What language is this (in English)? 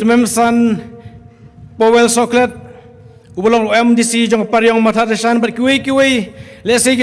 Khasi